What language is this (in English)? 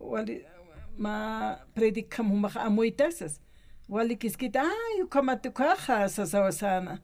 Aymara